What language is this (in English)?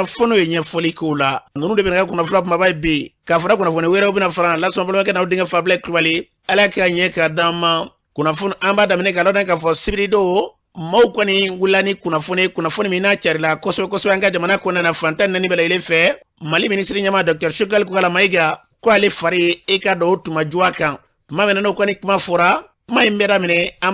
Bambara